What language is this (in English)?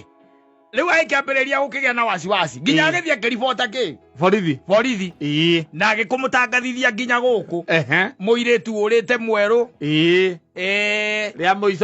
Kikuyu